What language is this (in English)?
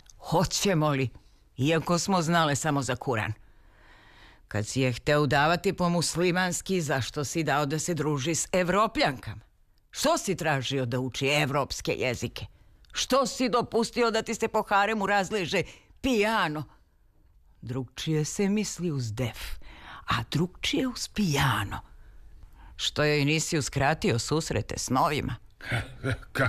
Serbian